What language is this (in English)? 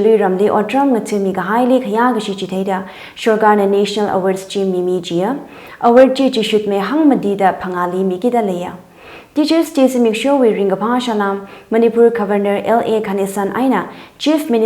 Tangkhul Naga (India)